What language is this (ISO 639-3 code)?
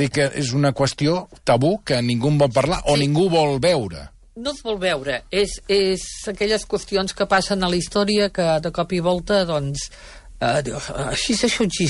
cat